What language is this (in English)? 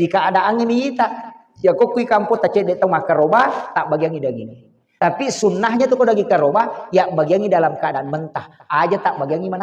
Buginese